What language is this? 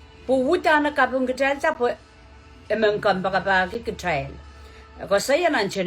Pohnpeian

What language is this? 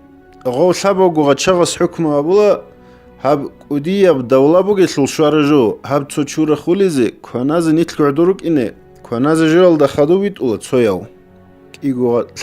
Avaric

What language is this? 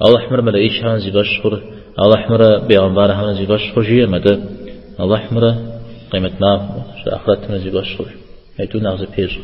Kabardian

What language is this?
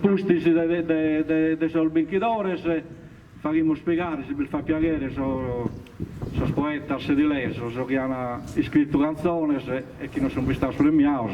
Sardinian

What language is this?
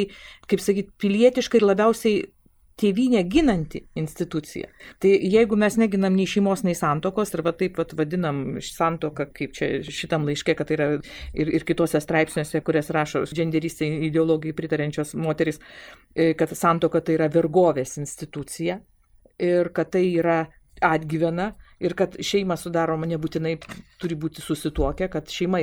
Lithuanian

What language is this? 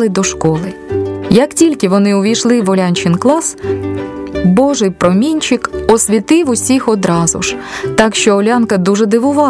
Ukrainian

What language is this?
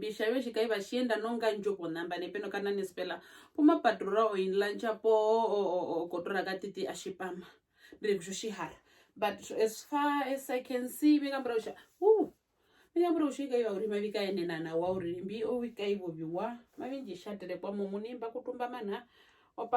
Herero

